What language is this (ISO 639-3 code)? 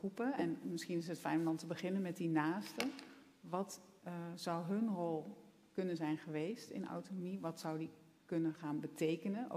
nld